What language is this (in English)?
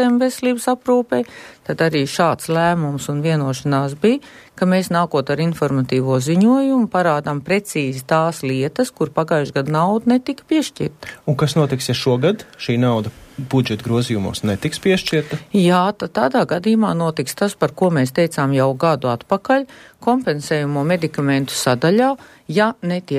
Latvian